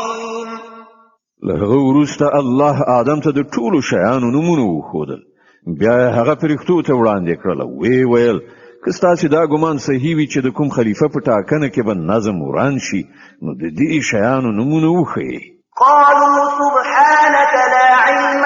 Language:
Pashto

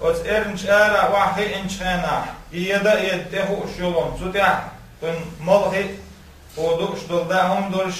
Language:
Chechen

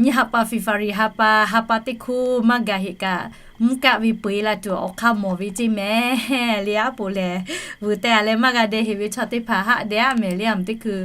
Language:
Lahu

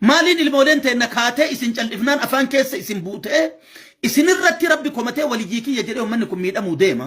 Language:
Oromo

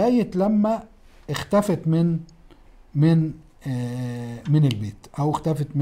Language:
Egyptian Arabic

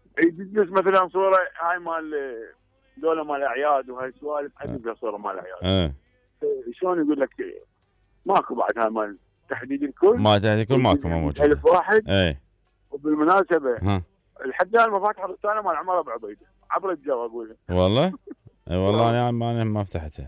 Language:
Mesopotamian Arabic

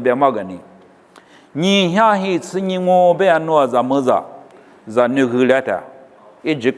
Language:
Lisu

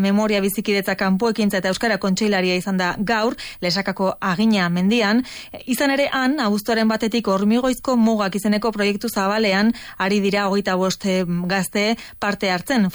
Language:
Basque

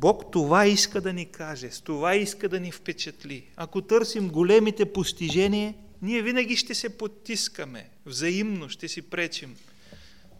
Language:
Bulgarian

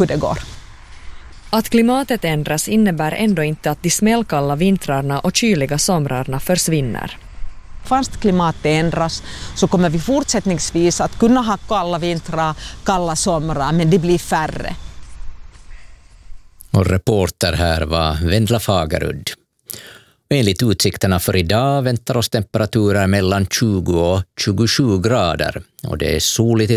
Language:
Swedish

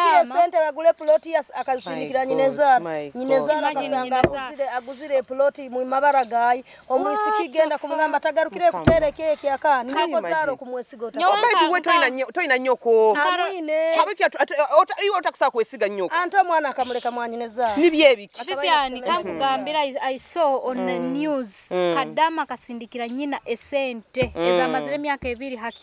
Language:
Nyoro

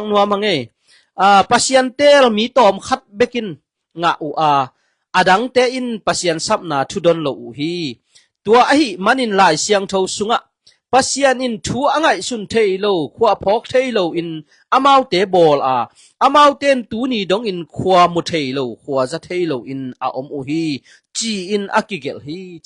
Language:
Tedim Chin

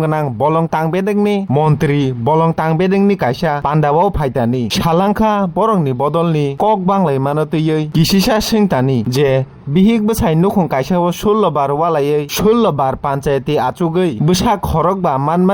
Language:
Kok Borok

